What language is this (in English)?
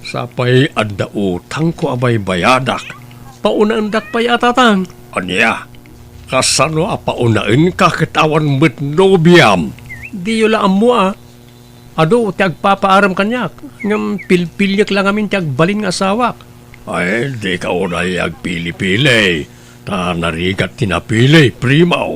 Iloko